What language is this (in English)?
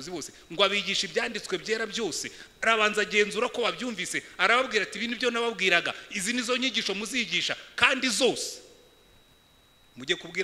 Kinyarwanda